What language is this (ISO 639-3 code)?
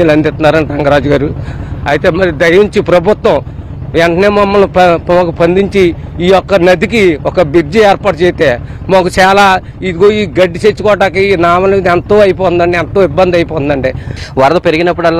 tel